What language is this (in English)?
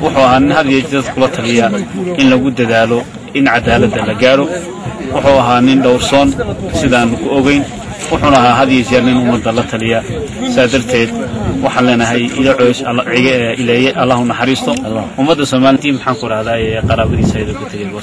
Somali